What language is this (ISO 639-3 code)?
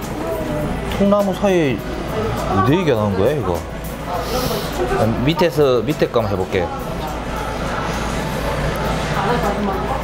kor